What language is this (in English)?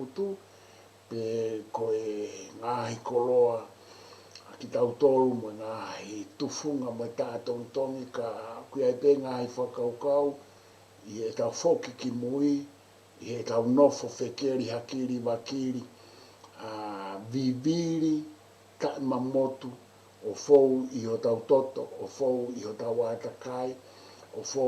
Tongan